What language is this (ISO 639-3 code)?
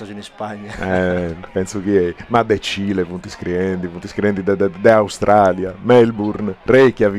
srd